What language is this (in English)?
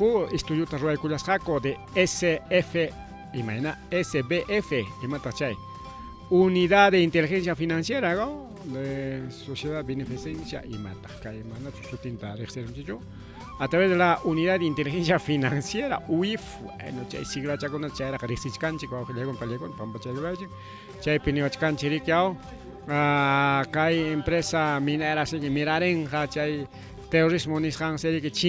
Ayacucho Quechua